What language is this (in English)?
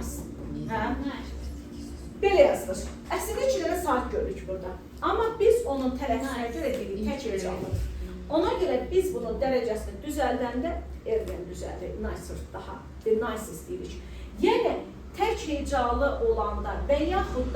Azerbaijani